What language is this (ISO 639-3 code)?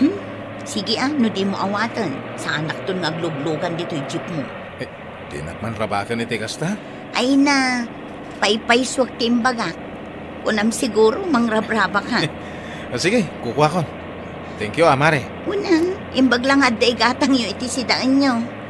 ilo